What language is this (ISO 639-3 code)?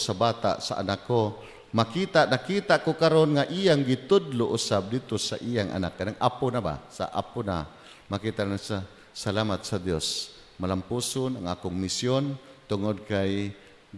ceb